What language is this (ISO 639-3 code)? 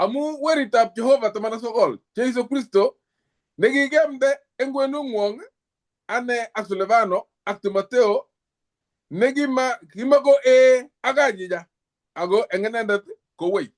kln